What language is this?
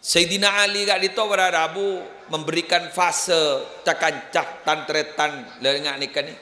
Madurese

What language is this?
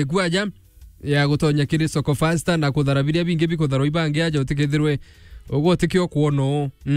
Meru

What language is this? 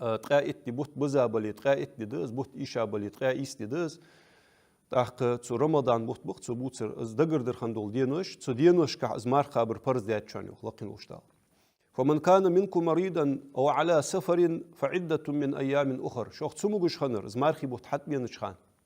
Ingush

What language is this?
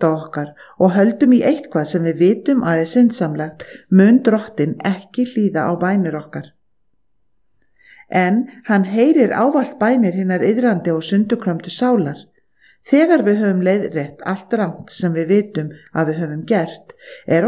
Icelandic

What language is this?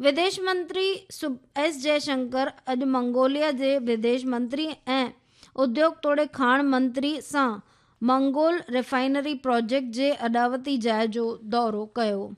Sindhi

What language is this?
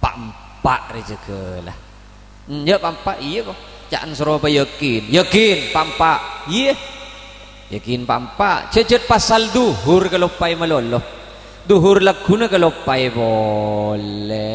Madurese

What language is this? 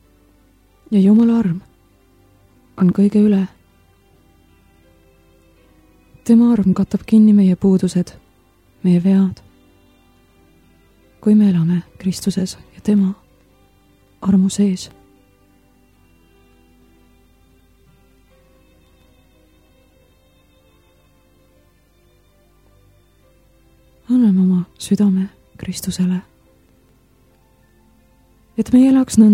Estonian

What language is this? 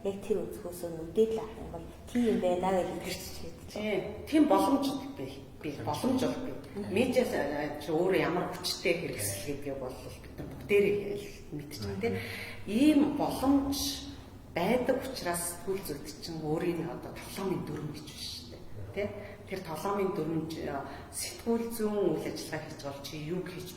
Mongolian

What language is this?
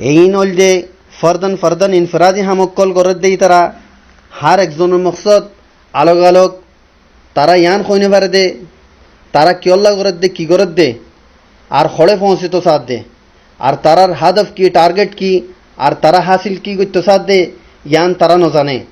Rohingya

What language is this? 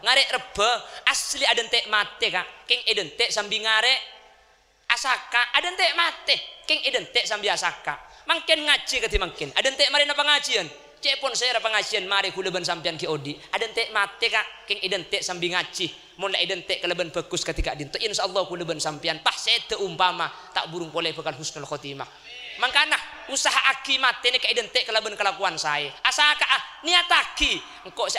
Madurese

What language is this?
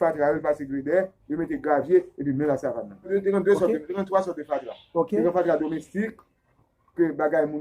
Haitian Creole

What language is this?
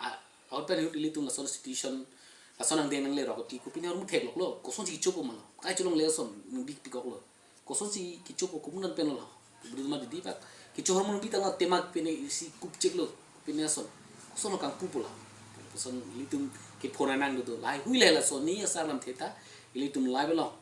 Karbi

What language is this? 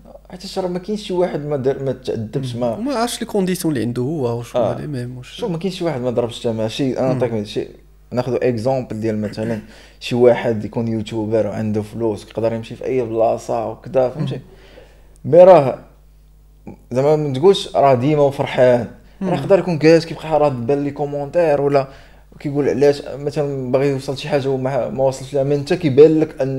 Moroccan Arabic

